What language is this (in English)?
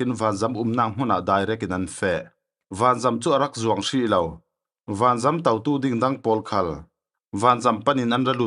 Falam Chin